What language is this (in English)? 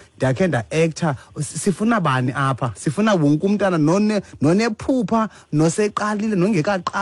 Xhosa